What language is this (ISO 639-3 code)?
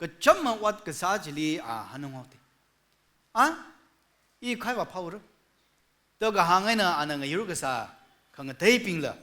nmf